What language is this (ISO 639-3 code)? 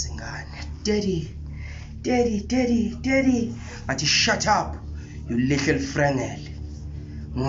zul